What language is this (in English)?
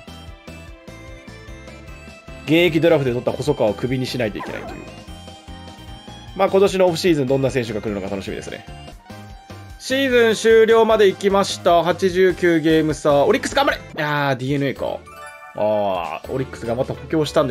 Japanese